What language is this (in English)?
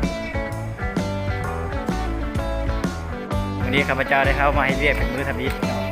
Lao